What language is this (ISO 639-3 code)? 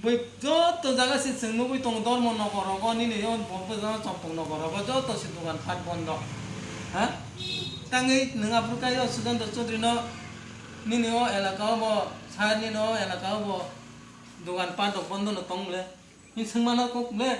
trp